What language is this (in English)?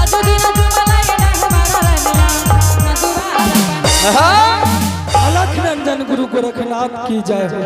Angika